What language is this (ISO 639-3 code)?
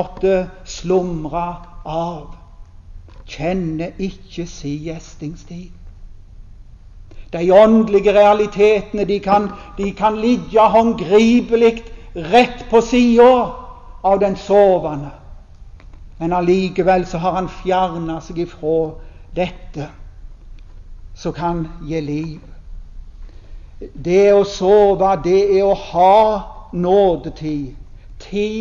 nor